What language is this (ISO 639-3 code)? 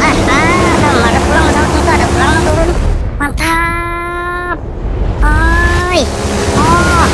bjn